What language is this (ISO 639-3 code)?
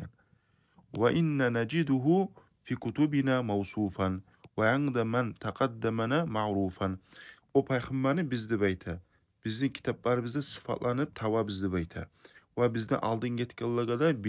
kum